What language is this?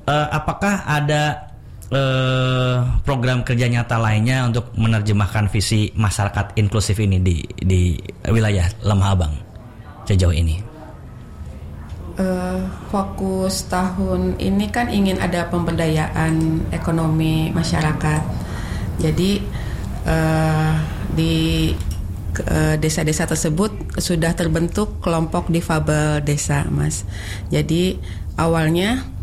Indonesian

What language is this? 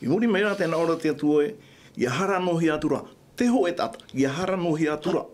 Tahitian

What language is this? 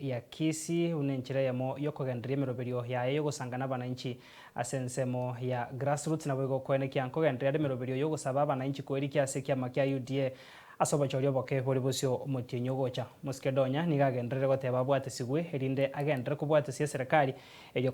Gusii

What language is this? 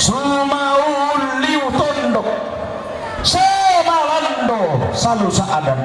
Toraja-Sa'dan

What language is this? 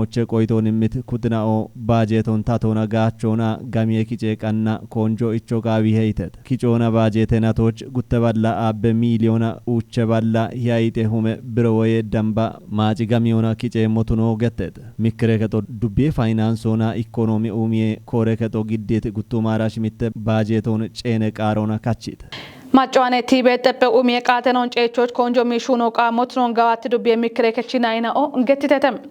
Kafa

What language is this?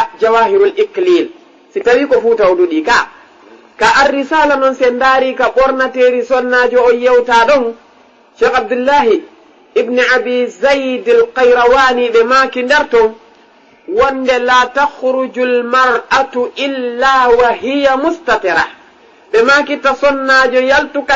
Fula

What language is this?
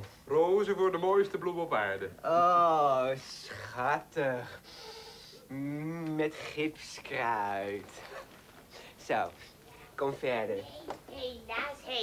Dutch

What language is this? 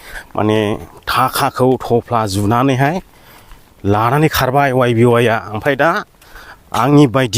Bodo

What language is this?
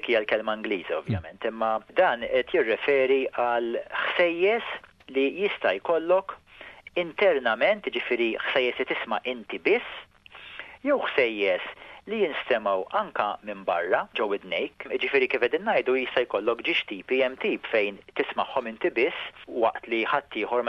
Maltese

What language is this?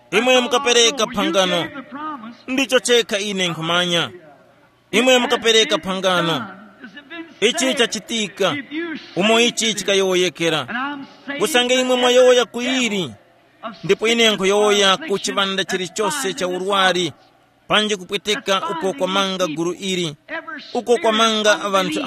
Tumbuka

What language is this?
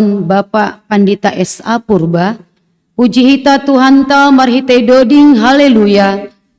Batak Simalungun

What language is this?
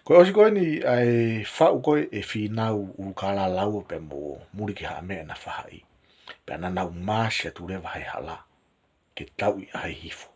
Tongan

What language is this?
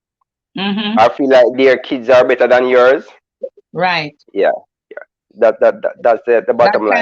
Jamaican Creole English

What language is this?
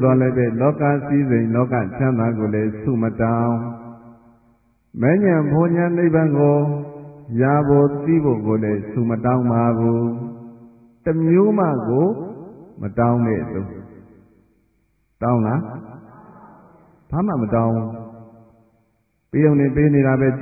Burmese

